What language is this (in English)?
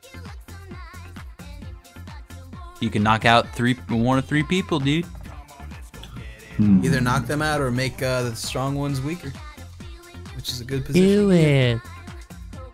English